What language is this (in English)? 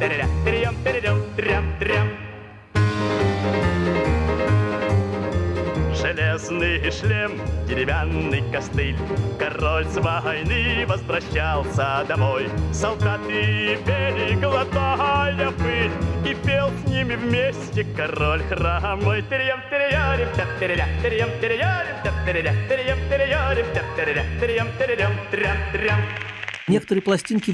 Russian